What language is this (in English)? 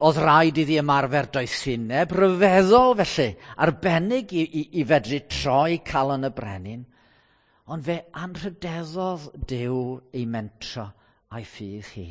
Welsh